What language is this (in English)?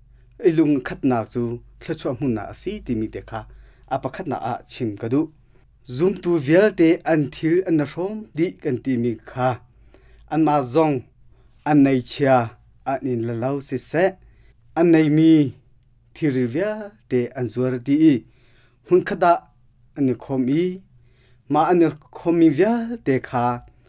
Hakha Chin